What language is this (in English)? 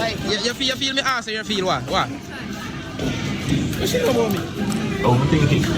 Jamaican Creole English